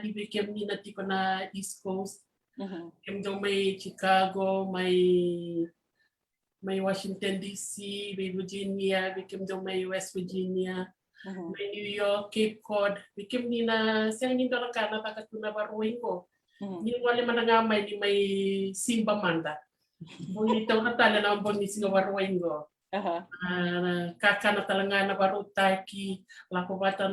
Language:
Fijian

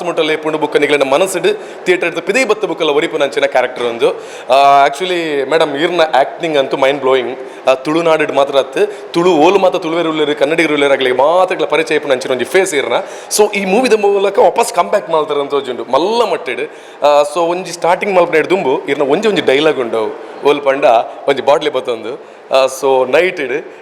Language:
Tulu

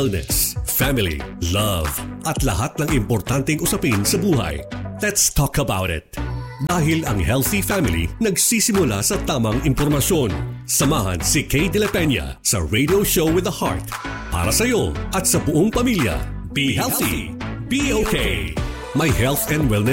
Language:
Filipino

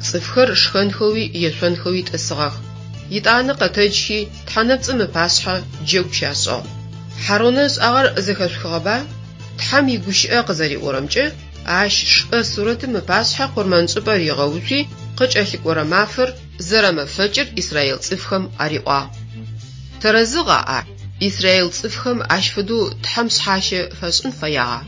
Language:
Adyghe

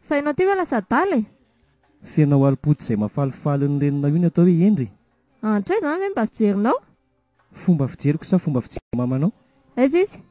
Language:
Malagasy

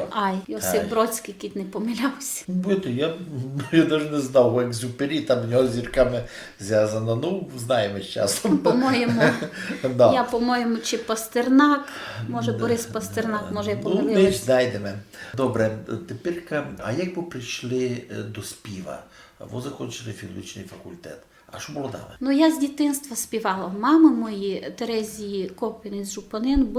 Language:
Rusyn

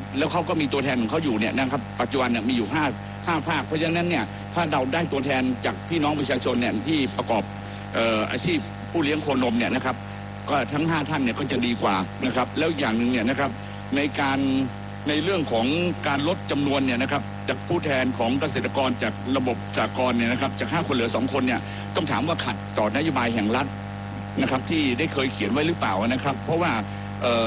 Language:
Thai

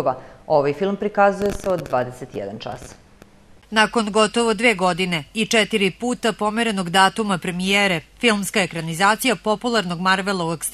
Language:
Serbian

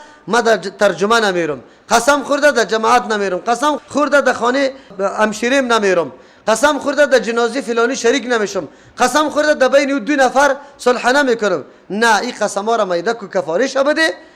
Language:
Persian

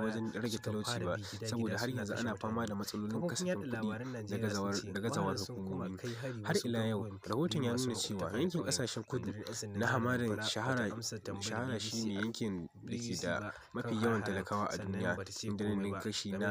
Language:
Hausa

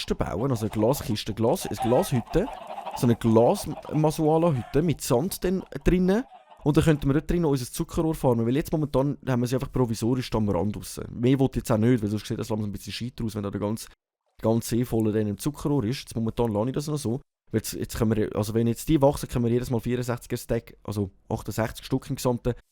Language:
Swiss German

